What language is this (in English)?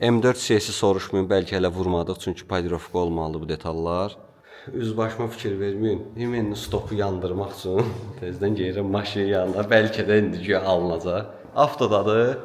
Azerbaijani